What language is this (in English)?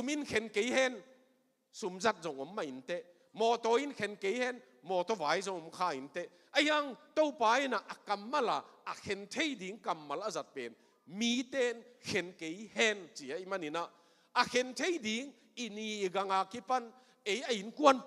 Tedim Chin